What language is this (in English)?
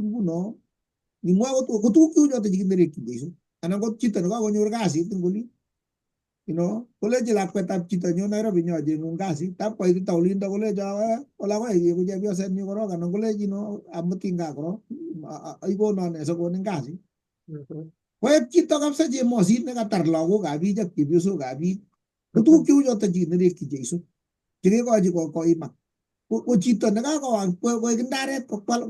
Kalenjin